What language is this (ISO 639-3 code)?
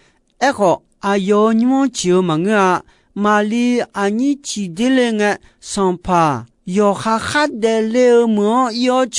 ahk